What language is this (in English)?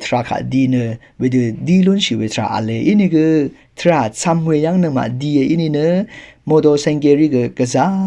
Rawang